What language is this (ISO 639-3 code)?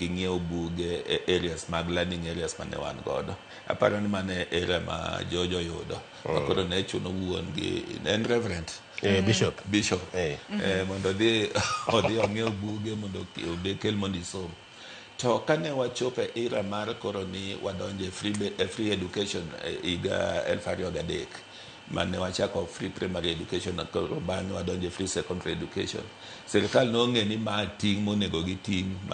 luo